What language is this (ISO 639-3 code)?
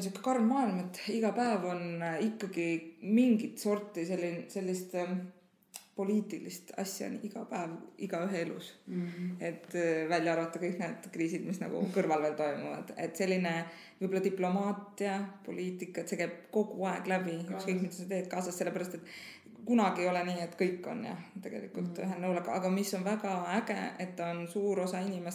est